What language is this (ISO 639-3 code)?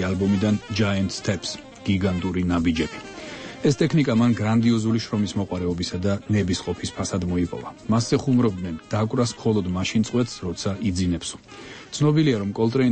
kat